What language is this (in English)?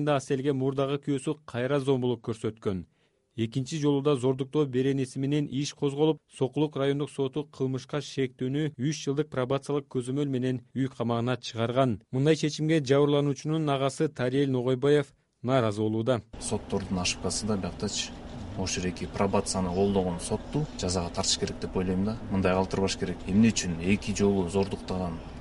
Kyrgyz